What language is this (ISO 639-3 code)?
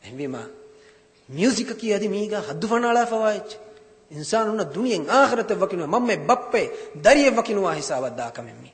div